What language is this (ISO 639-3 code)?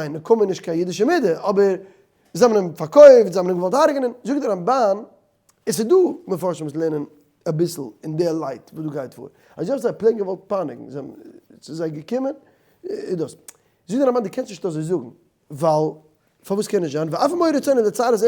yid